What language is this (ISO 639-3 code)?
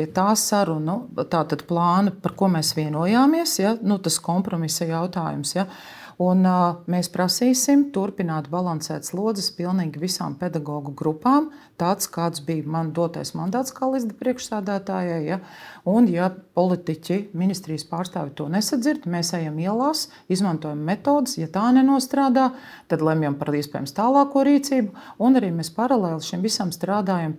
lav